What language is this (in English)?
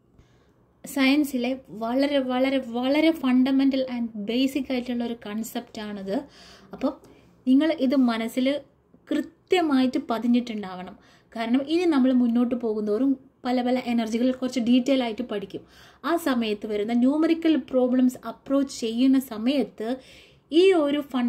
Malayalam